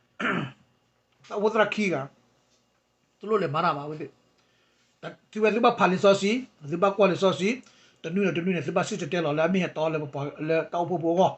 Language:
S'gaw Karen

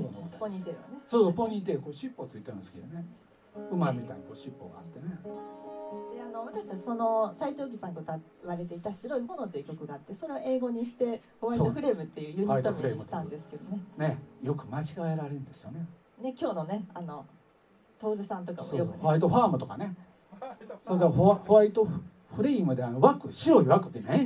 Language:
Japanese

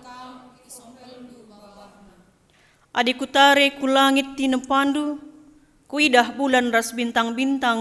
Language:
Batak Karo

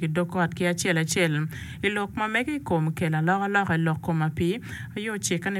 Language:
Acoli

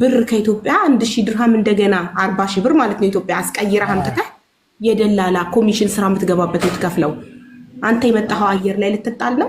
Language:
Amharic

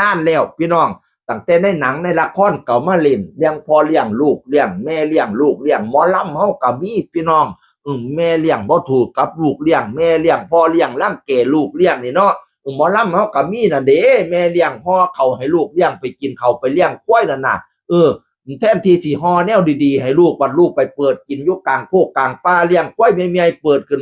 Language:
Northeastern Thai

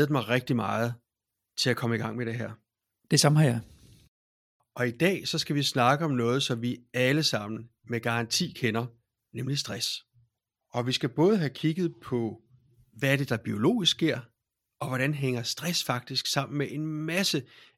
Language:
Danish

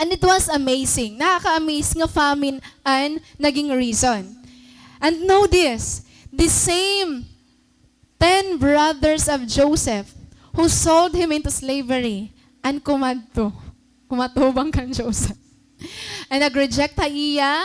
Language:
Waray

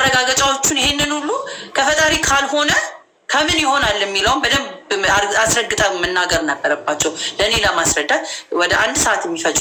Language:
Amharic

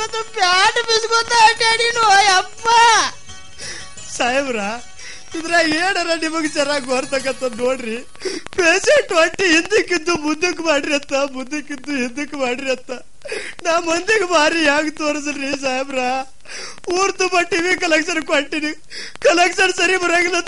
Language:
Kannada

